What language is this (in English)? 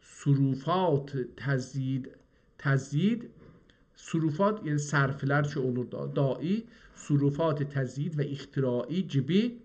South Azerbaijani